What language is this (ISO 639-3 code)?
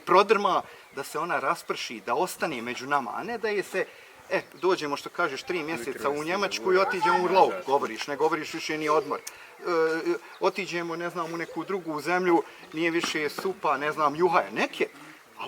bos